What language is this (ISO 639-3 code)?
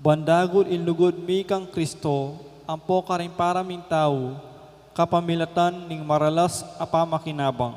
pam